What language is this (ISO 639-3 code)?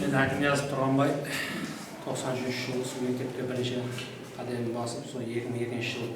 kaa